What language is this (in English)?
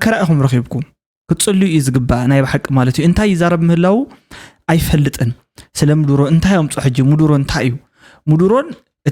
Tigrinya